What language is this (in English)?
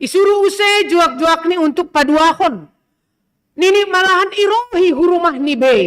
Batak Simalungun